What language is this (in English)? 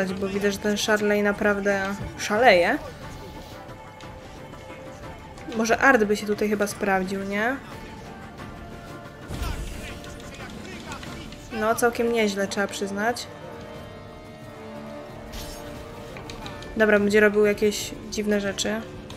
Polish